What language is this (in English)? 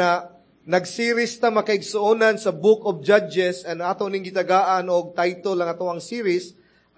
Cebuano